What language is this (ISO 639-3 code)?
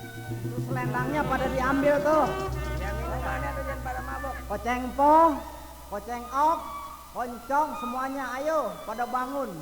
bew